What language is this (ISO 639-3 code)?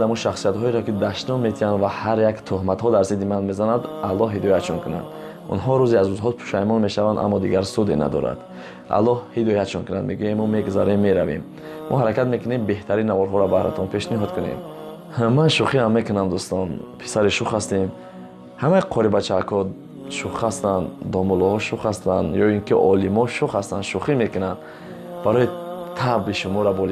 tgk